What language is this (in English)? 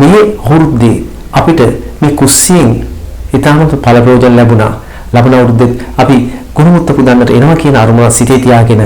Sinhala